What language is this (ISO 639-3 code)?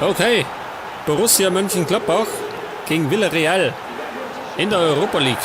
bar